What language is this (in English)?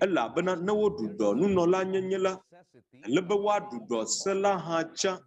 Ewe